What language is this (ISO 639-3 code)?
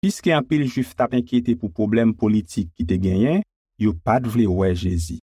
hat